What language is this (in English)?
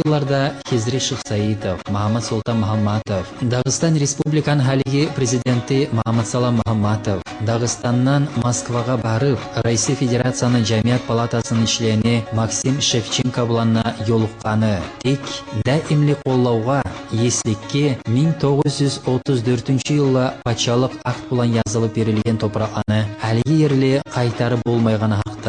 Kumyk